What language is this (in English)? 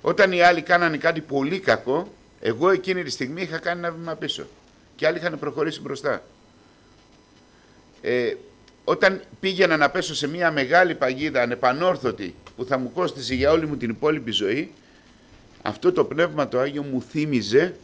Greek